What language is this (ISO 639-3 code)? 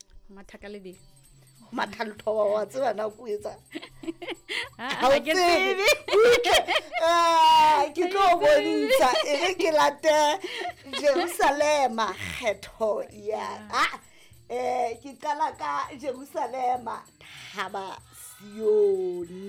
sot